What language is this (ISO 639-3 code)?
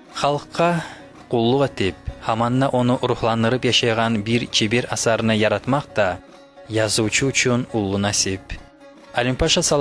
kum